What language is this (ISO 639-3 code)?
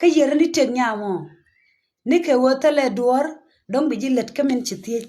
nus